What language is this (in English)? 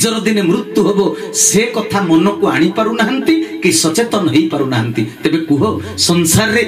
Odia